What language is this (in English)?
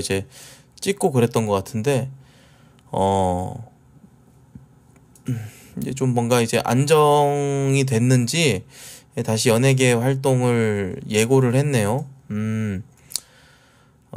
Korean